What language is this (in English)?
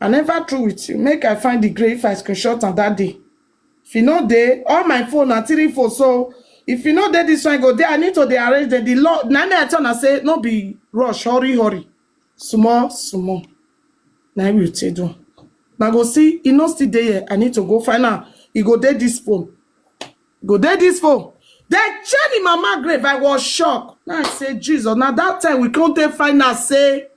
Nigerian Pidgin